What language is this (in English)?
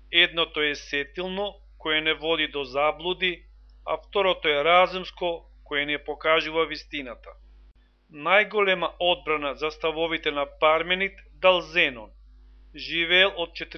Macedonian